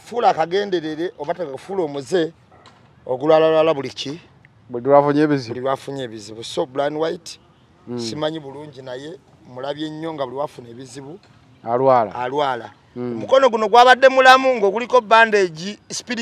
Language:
Ganda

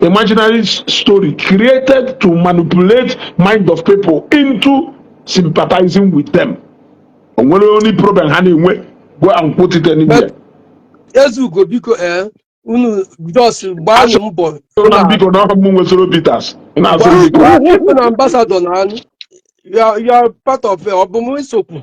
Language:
Igbo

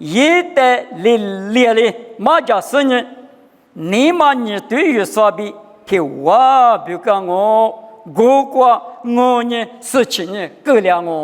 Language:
Lisu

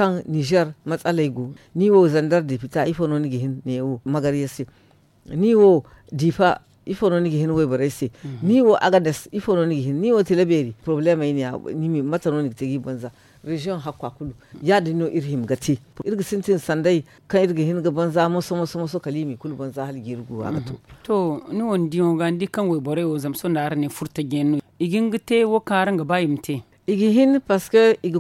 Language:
Zarma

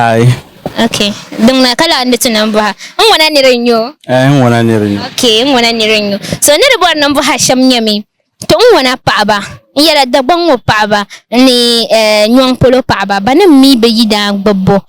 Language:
Dagbani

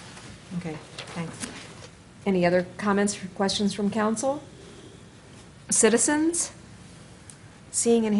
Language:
English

